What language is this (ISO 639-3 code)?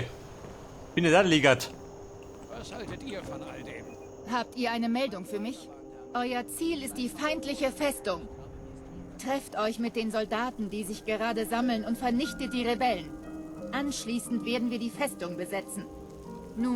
bar